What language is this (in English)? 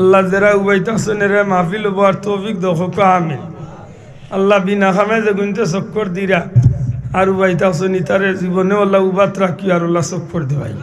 Sylheti